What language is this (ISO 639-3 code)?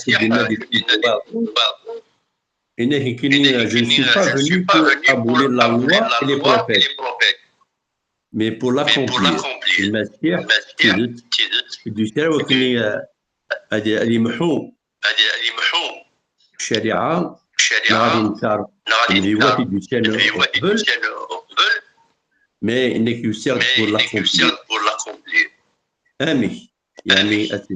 kab